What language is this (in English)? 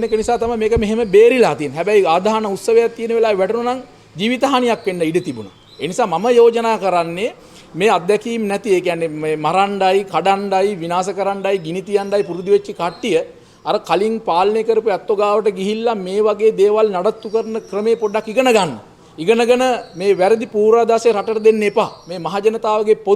Sinhala